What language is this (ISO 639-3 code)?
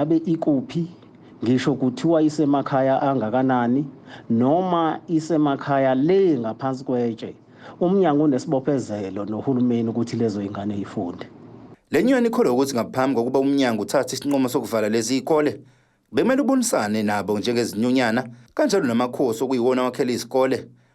zul